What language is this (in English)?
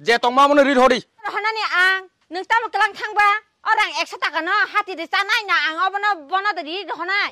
Kok Borok